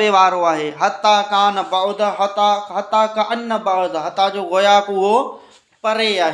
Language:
Sindhi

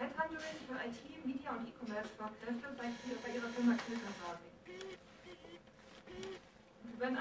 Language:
German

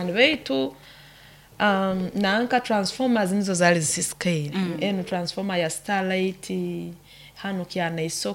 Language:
Nyoro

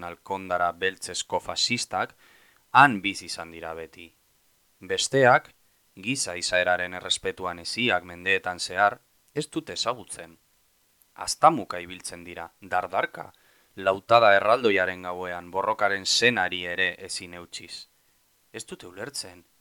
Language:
Basque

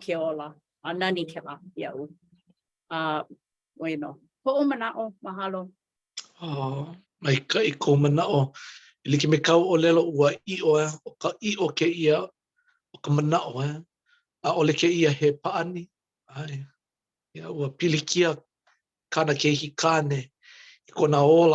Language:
Hawaiian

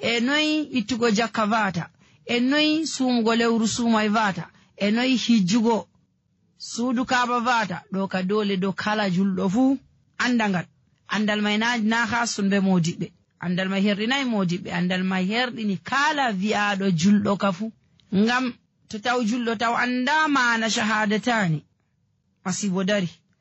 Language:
Nigerian Fulfulde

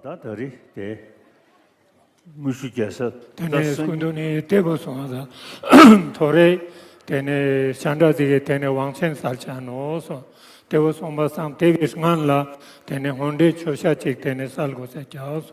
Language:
Ladakhi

